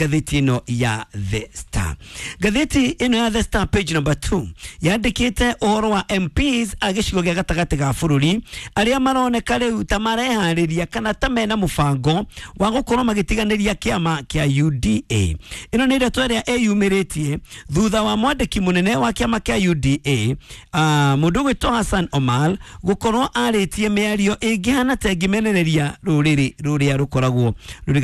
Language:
Kikuyu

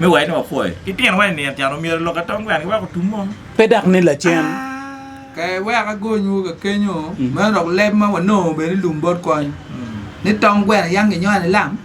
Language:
Acoli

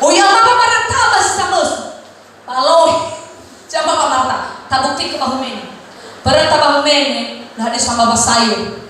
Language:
Nias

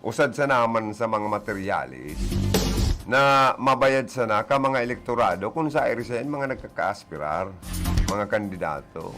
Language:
Bikol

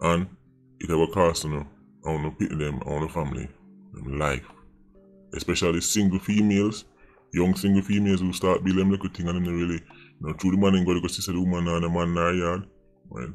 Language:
Jamaican Creole English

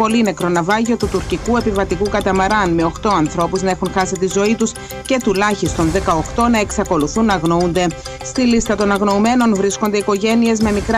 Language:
Greek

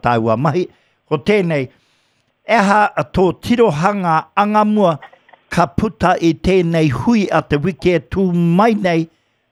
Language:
Māori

